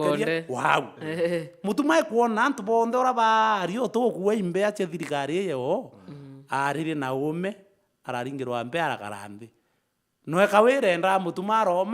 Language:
Meru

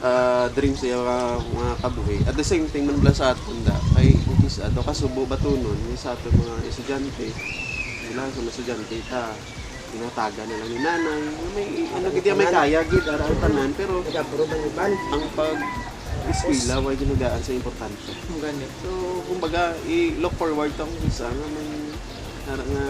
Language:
Hiligaynon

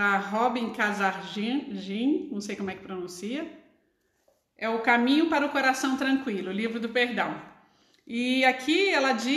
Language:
Portuguese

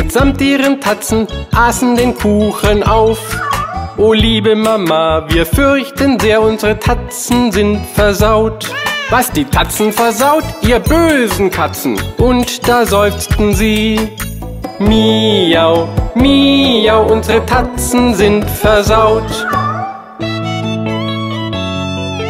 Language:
German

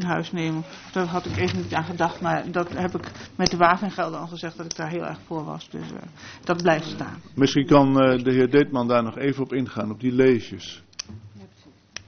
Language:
Dutch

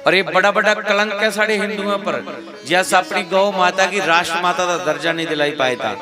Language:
Dogri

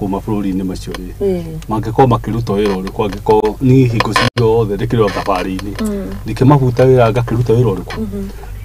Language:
Kikuyu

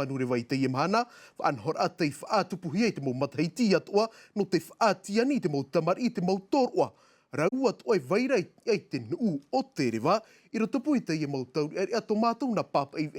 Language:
Tahitian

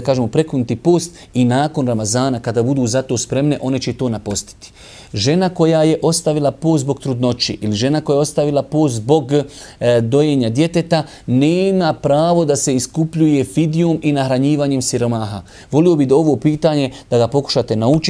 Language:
Bosnian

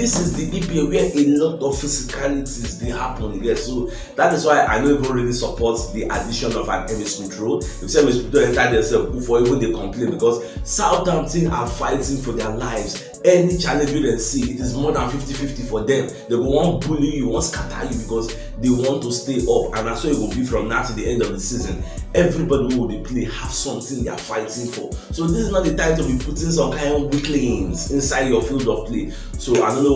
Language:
Nigerian Pidgin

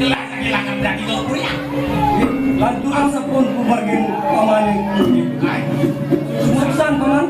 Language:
Balinese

